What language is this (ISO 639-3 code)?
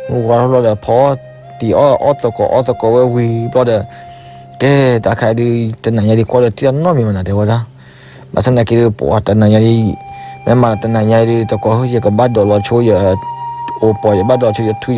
ksw